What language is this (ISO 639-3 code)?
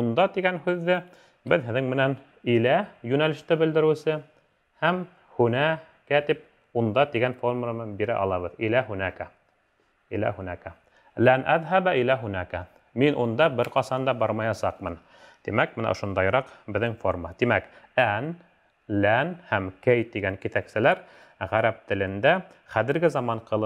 bak